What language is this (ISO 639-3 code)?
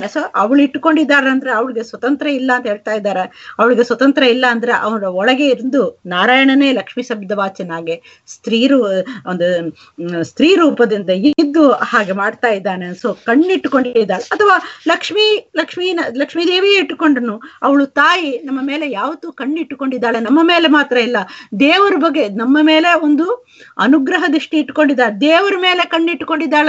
kan